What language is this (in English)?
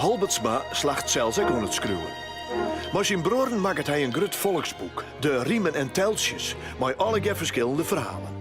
Western Frisian